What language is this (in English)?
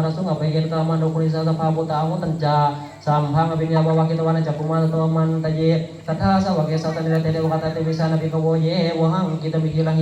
Pali